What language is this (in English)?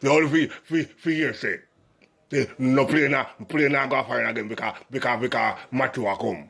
Jamaican Creole English